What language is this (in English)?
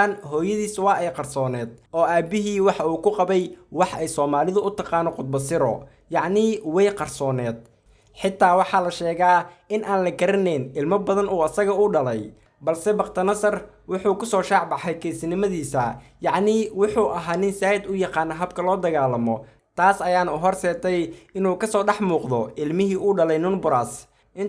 Somali